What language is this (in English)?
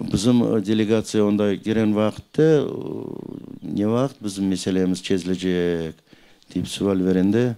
Crimean Tatar